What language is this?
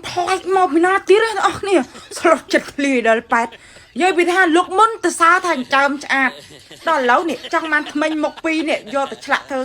Khmer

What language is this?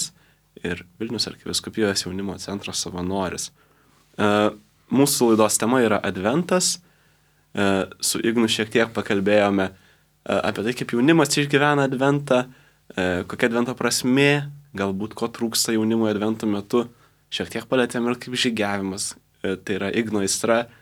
Lithuanian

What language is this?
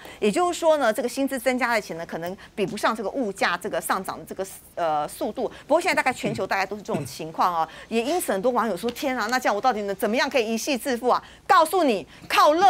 Chinese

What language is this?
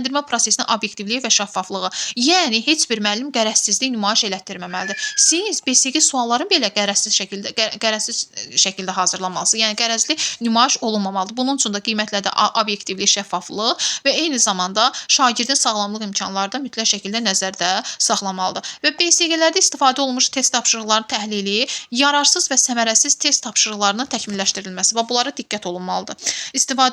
Azerbaijani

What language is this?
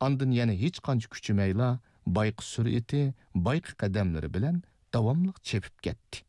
Uyghur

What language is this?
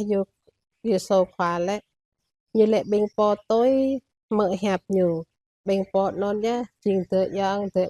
Jarai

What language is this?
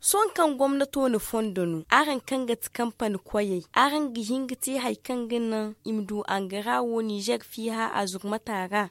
Zarma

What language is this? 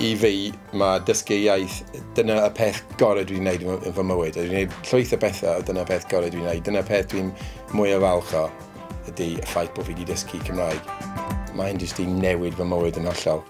Welsh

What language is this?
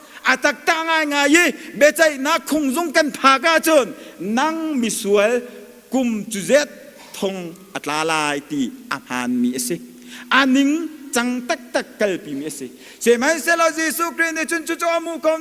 Hakha Chin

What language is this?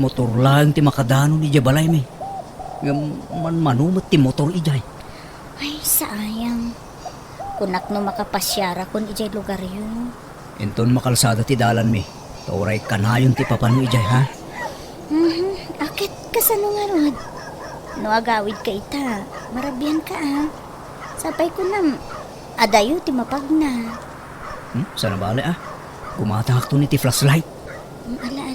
Iloko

